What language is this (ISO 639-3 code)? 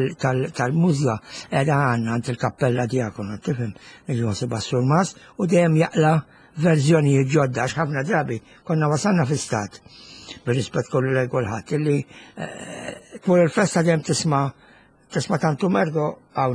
mlt